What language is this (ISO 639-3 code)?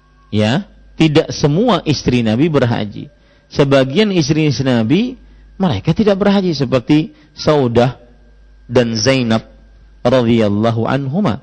ind